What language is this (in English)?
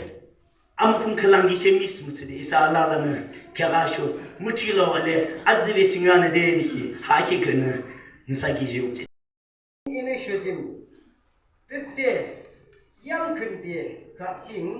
Yimchungru Naga